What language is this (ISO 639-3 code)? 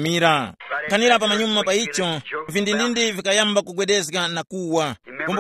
tum